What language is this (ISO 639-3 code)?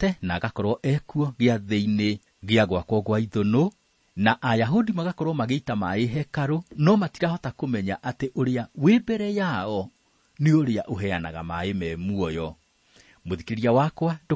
kik